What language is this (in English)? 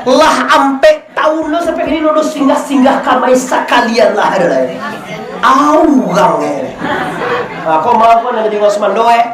Minangkabau